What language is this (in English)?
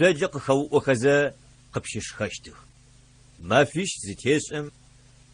Adyghe